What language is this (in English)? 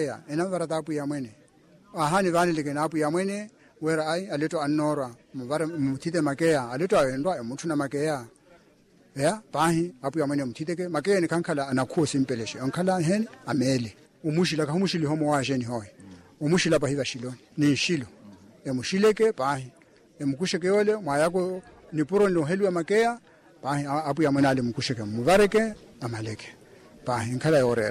Makhuwa